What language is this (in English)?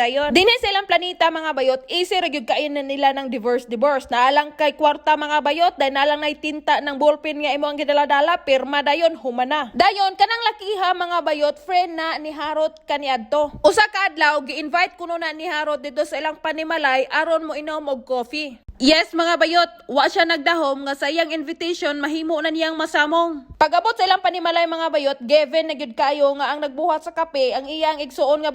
Cebuano